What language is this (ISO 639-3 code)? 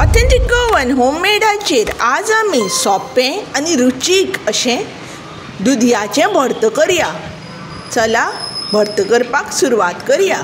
kok